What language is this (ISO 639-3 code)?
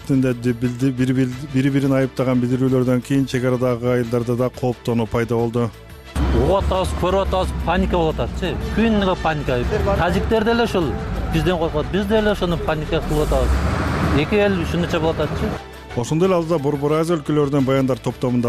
kir